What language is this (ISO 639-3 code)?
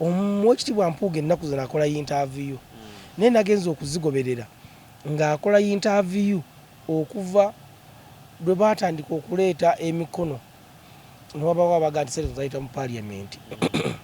lug